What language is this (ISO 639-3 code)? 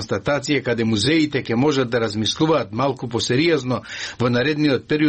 mkd